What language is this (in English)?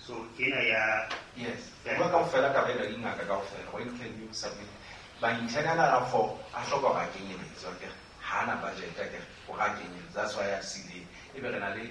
Southern Sotho